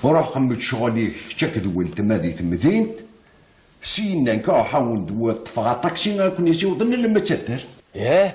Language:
Kabyle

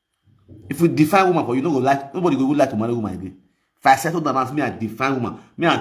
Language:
Nigerian Pidgin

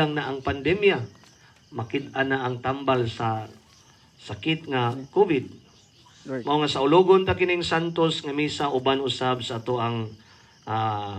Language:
Cebuano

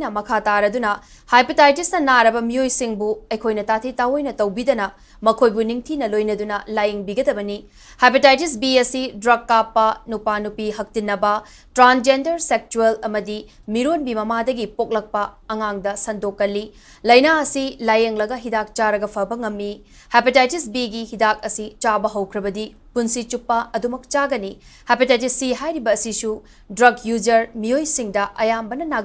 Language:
Manipuri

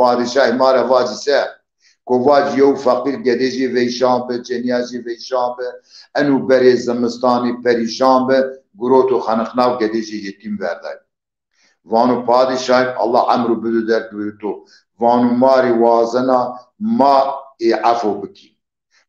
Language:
Zaza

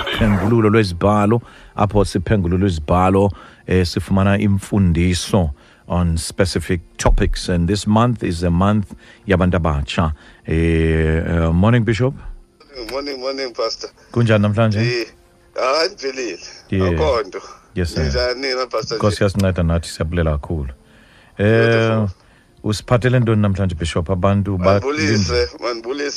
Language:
Xhosa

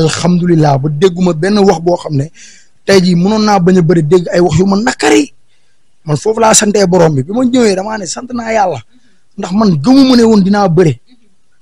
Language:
Wolof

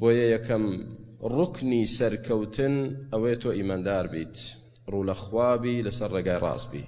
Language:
Central Kurdish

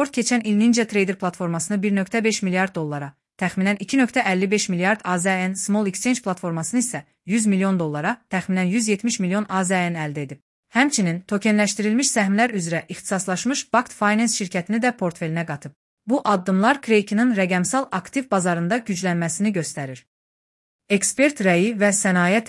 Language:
Azerbaijani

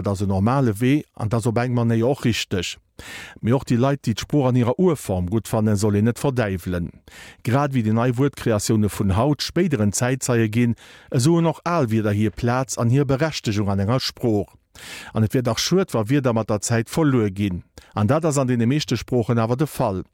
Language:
Luxembourgish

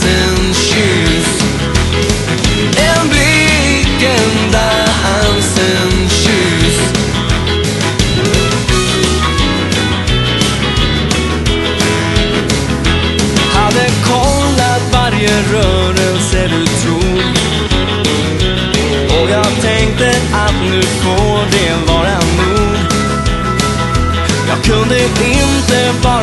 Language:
Swedish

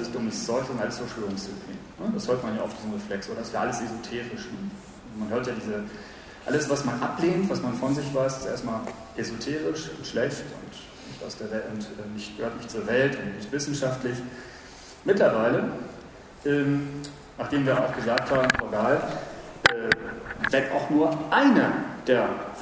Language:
German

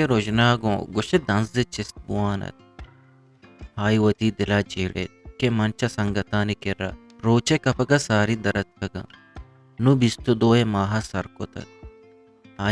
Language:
Eastern Balochi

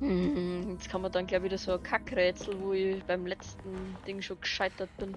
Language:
Bavarian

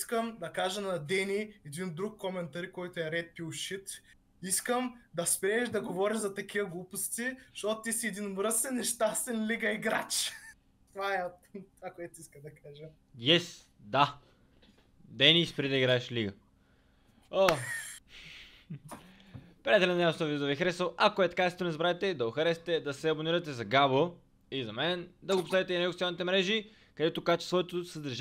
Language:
Bulgarian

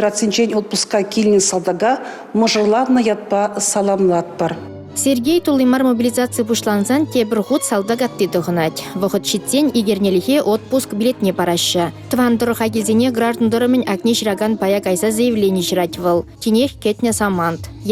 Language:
Chuvash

